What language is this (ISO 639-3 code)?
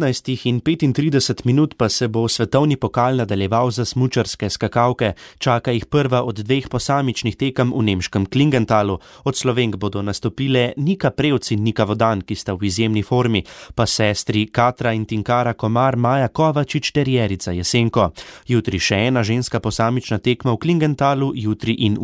slv